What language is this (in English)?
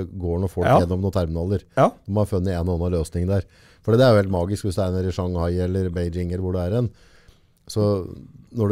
Norwegian